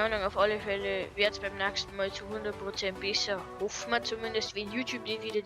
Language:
Bavarian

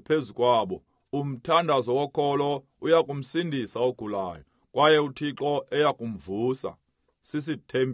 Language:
Xhosa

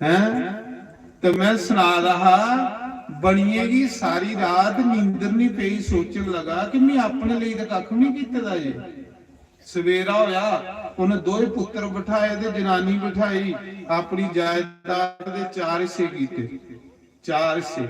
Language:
Dogri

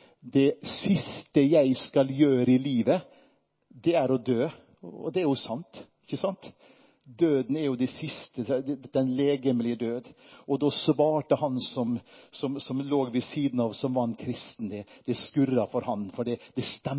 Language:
Norwegian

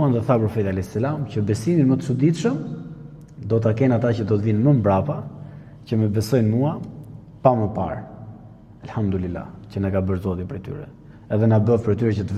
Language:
Albanian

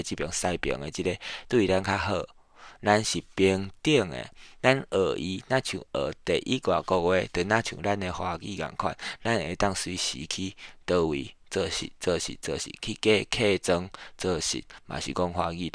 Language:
Min Nan Chinese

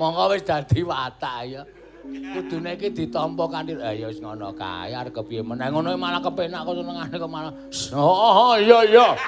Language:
Javanese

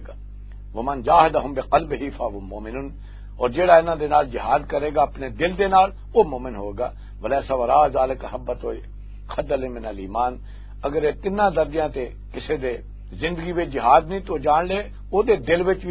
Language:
Western Panjabi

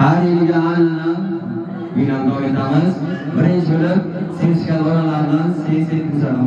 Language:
Uzbek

